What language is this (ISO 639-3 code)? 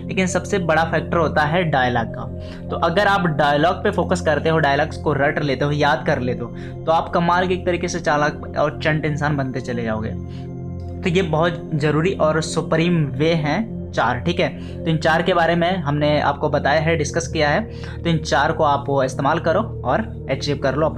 hin